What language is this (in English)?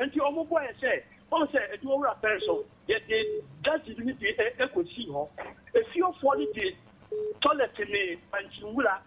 Akan